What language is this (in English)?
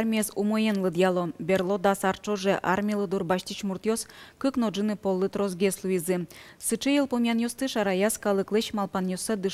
Udmurt